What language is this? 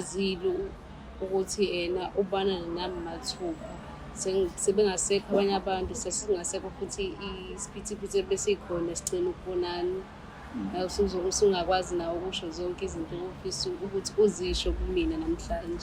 Zulu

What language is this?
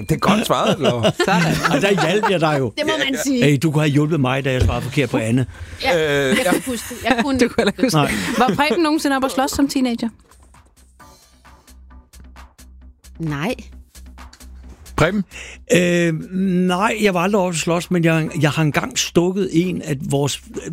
Danish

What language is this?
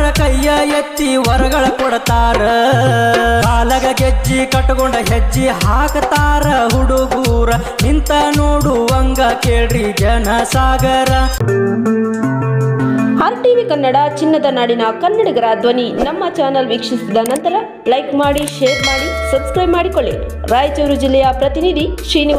Kannada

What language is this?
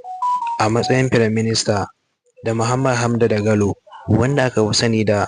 Hausa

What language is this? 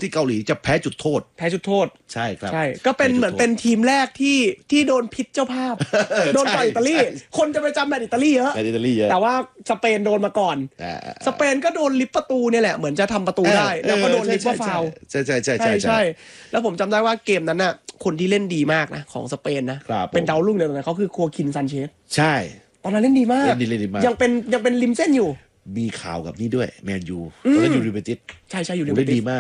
Thai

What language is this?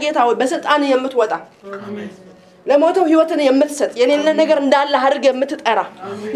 Amharic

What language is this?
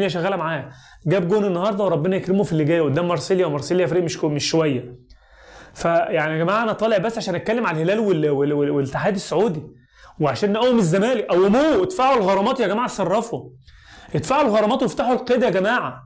Egyptian Arabic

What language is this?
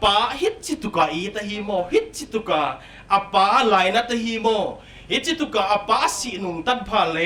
Paite Chin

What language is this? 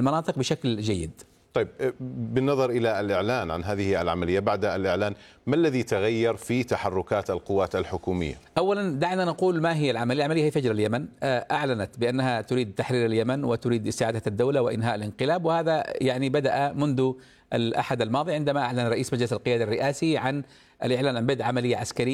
Arabic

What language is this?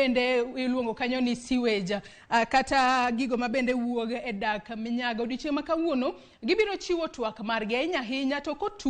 Luo (Kenya and Tanzania)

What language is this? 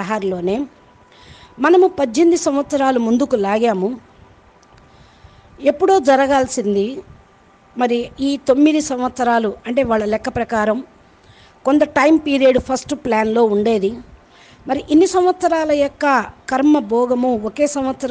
Telugu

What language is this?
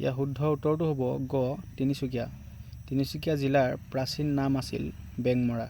Assamese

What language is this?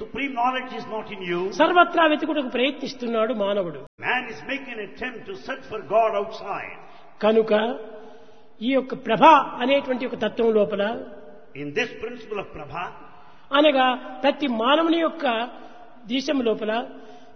Telugu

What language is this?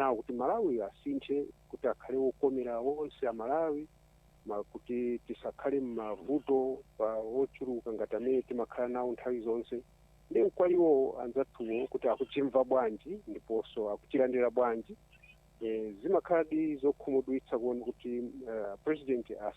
Nyanja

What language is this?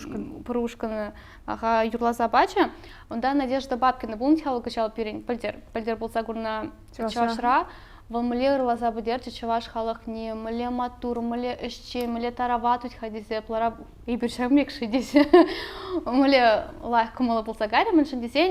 Chuvash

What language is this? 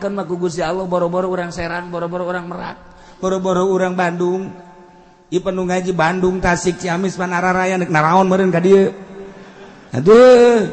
Sundanese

